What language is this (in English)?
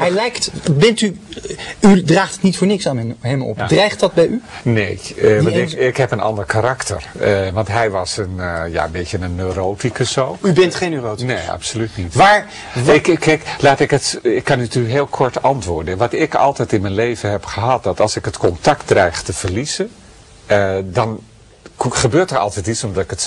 Dutch